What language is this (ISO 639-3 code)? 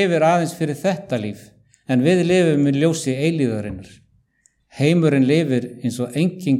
isl